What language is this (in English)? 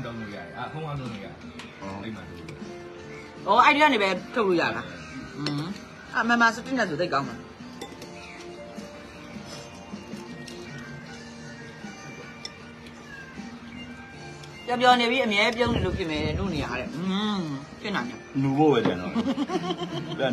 Burmese